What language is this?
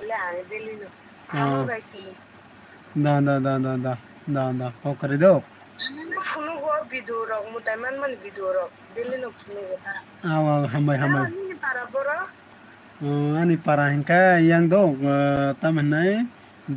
Kok Borok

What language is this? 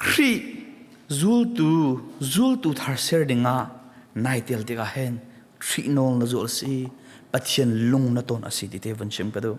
Hakha Chin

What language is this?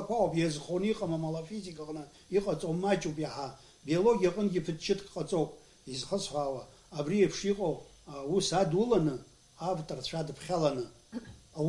Abkhazian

